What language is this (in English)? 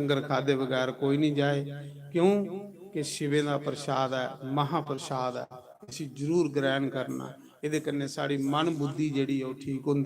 Dogri